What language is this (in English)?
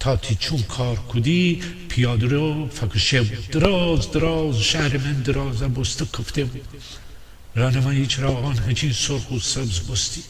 Gilaki